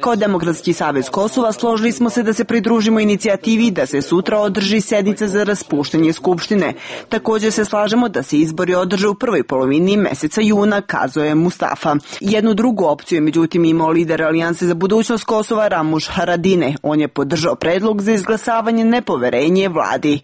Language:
Serbian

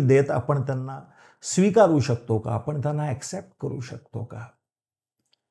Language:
Marathi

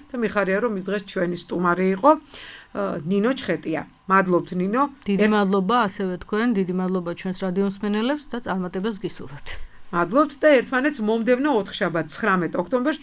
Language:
Georgian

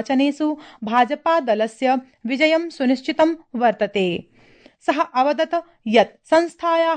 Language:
Sanskrit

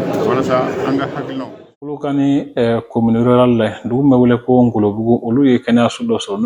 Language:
Bambara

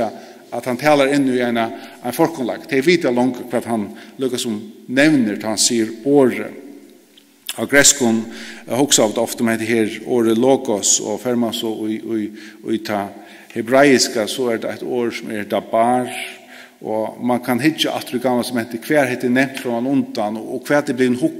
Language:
Faroese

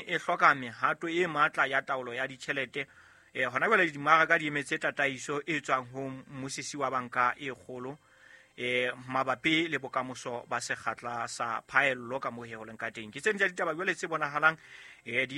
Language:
Southern Sotho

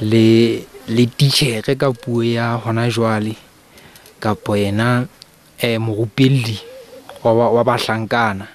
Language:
Southern Sotho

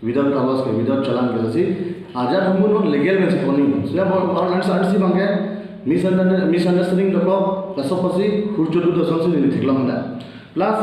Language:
Karbi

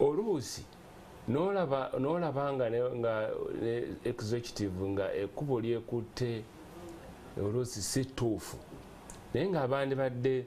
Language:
Ganda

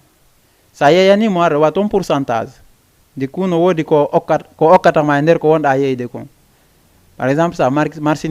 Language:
Fula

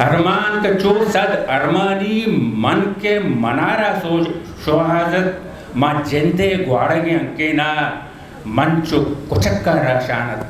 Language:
Eastern Balochi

